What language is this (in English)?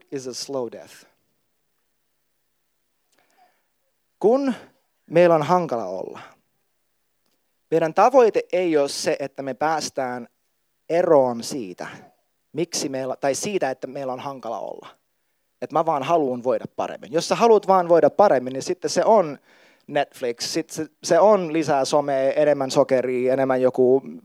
Finnish